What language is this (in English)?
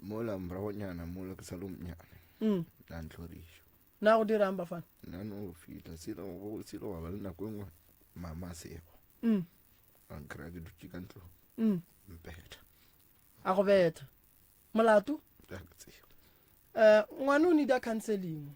Northern Sotho